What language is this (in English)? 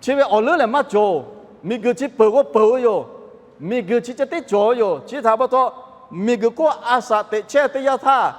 Lahu